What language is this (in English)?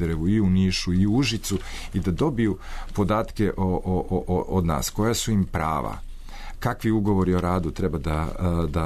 Serbian